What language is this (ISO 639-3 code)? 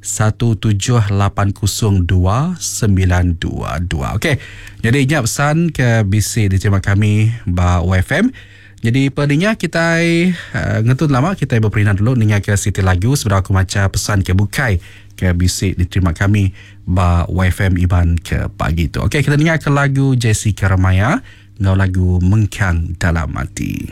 iba